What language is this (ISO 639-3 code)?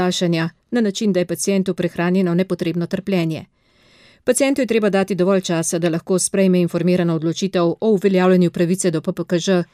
slv